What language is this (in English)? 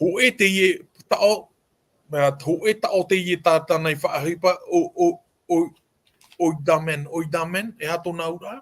Tahitian